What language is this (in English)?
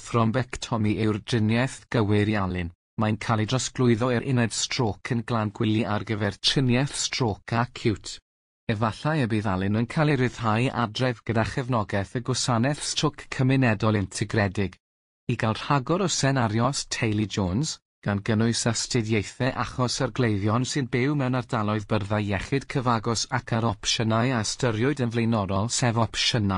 Welsh